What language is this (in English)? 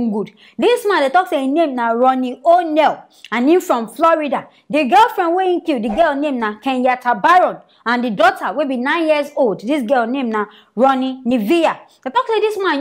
Nigerian Pidgin